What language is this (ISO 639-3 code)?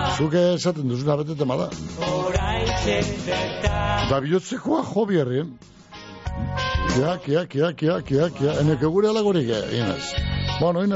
eus